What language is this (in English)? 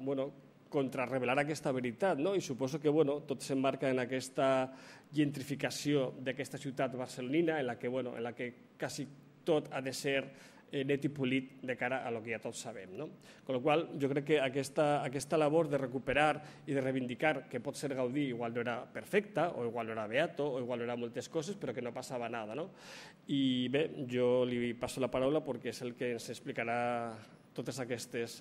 Catalan